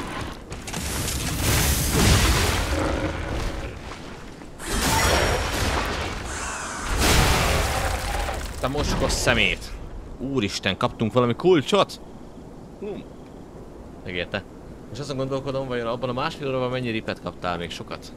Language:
Hungarian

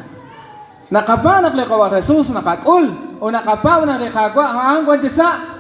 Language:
Kekchí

